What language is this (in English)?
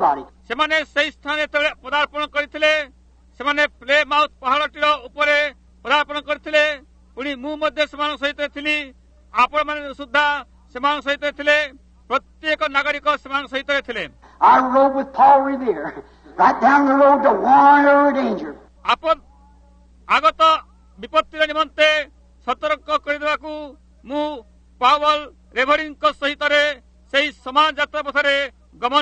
Odia